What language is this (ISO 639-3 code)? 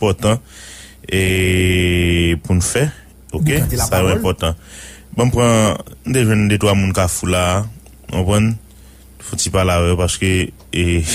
hat